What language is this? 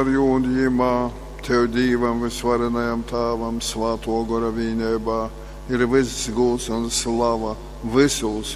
Latgalian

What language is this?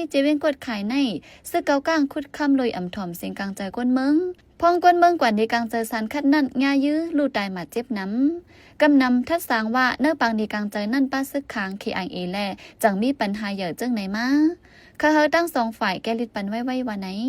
Shan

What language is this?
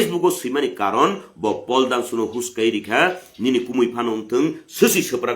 Kok Borok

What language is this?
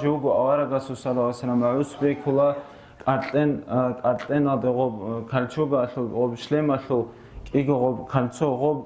Avaric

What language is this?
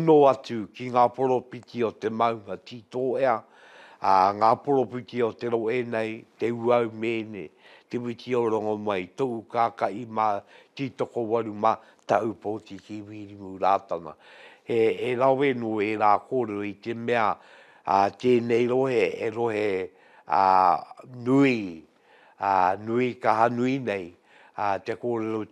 Māori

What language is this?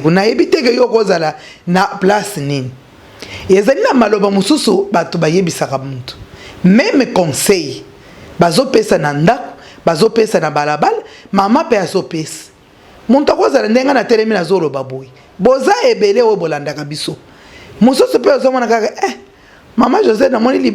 Lingala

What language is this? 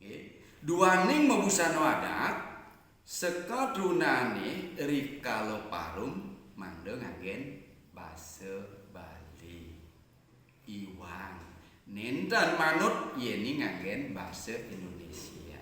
Balinese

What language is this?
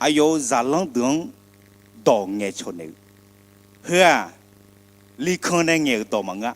Akha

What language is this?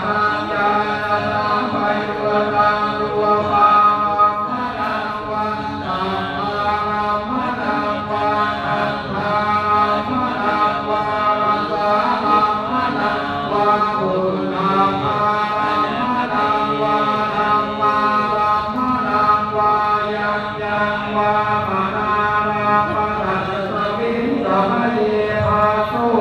Pali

